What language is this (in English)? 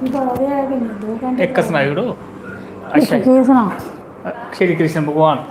Dogri